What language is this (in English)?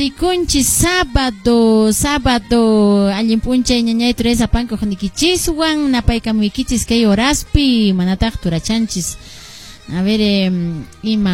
Quechua